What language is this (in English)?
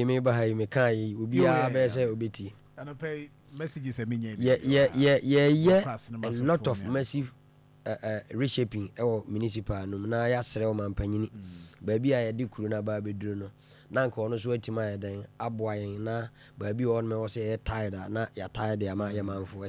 Akan